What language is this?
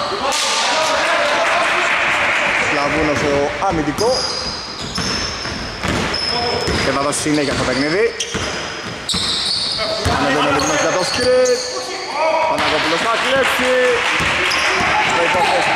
Greek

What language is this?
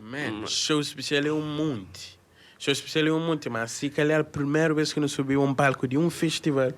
Kabuverdianu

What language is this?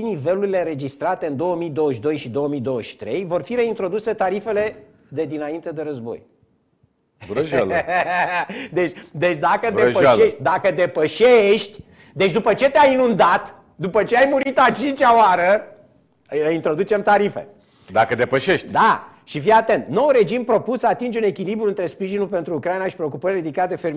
Romanian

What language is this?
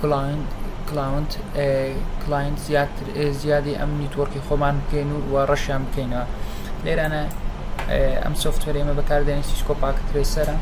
Central Kurdish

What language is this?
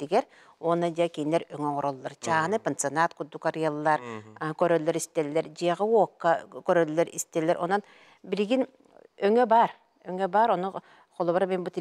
Yakut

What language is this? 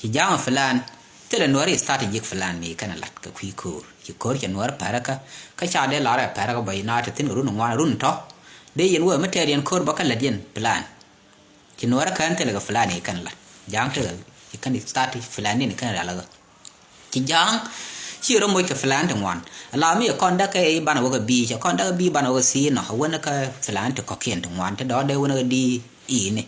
Nuer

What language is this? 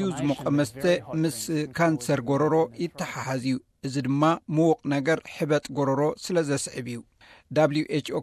Tigrinya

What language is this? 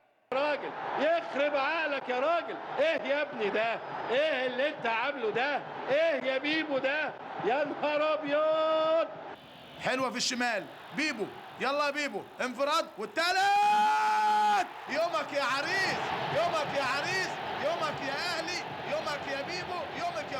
Egyptian Arabic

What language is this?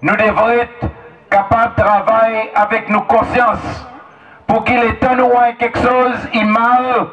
Seselwa Creole French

